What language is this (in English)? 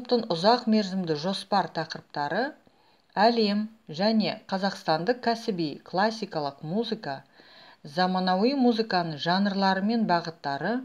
Kazakh